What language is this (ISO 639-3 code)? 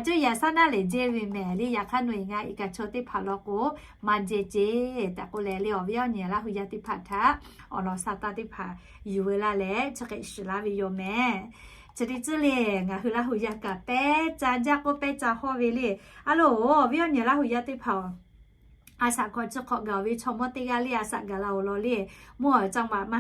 lhu